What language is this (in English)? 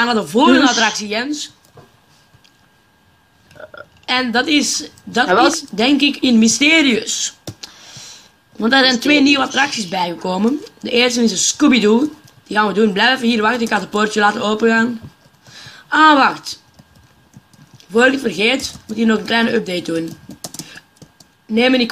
Dutch